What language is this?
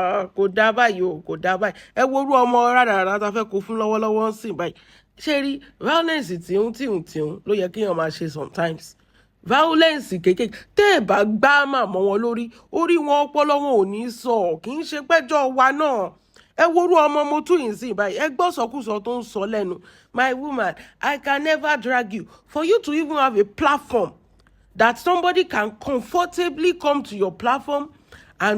Yoruba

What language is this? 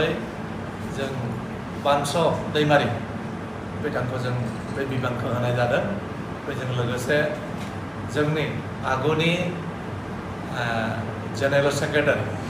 Bodo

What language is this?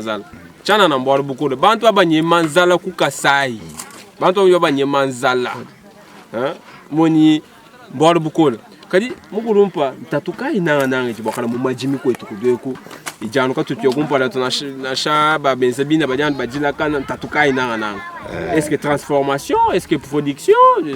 Luba-Lulua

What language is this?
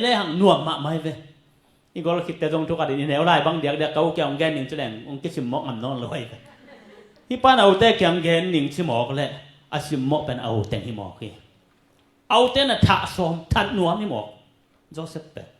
Tedim Chin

